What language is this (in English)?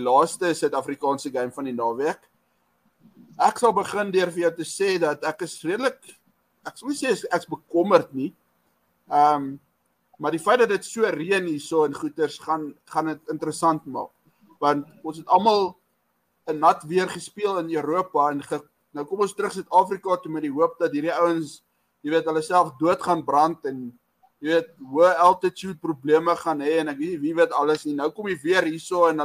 Afrikaans